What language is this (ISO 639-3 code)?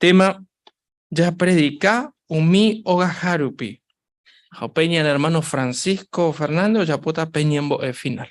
grn